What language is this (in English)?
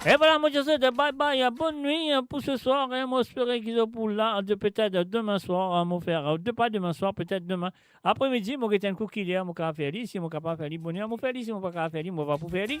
Morisyen